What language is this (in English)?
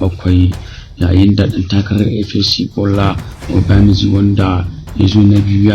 Hausa